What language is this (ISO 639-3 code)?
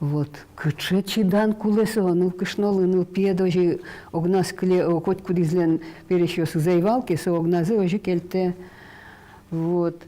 udm